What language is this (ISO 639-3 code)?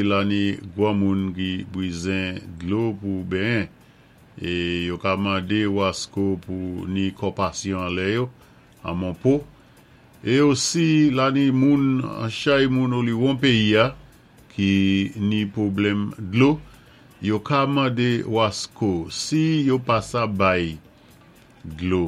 acf